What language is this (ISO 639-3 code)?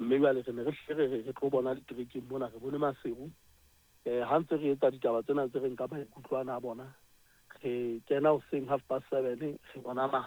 sot